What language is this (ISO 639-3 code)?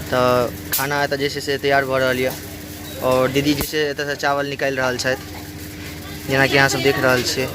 mai